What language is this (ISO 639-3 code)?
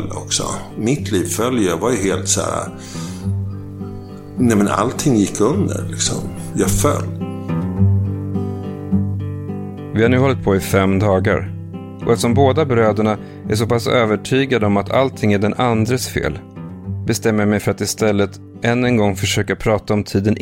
swe